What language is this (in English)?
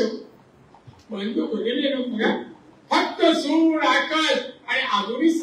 Marathi